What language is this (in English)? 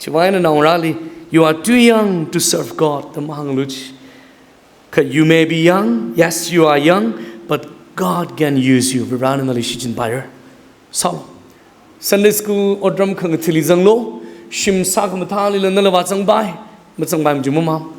Tangkhul Naga (India)